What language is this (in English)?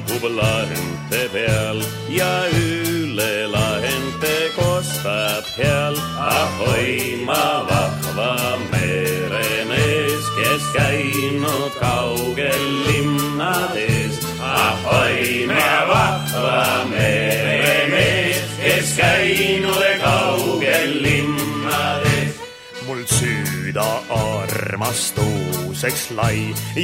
Estonian